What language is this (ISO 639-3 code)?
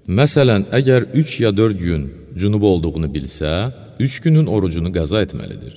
aze